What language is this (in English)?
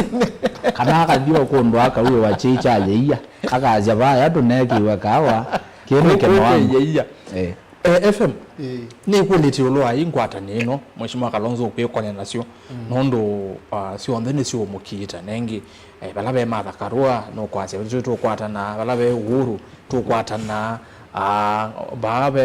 Kamba